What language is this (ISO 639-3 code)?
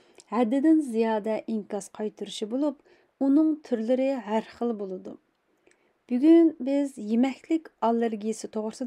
uig